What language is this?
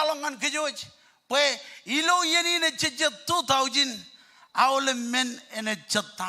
Marshallese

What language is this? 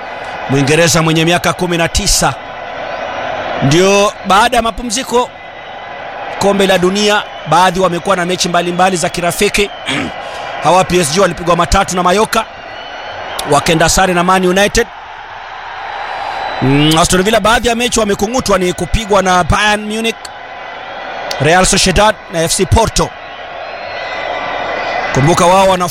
Swahili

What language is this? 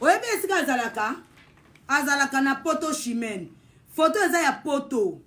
Lingala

